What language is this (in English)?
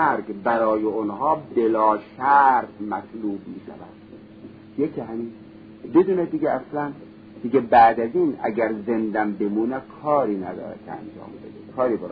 Persian